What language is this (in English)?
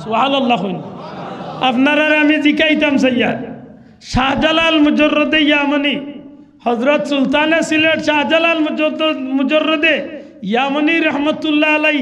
Sylheti